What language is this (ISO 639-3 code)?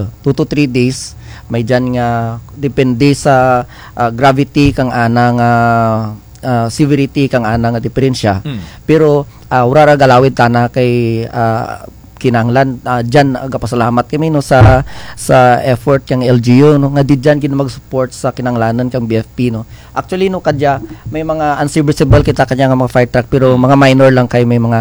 krj